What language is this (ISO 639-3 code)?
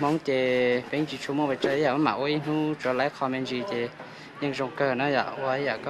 hmn